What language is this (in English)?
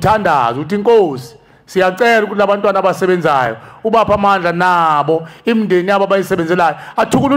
Zulu